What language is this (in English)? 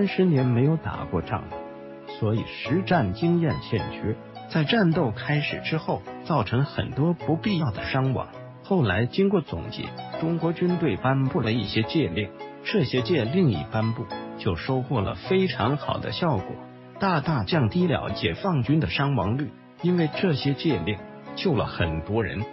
Chinese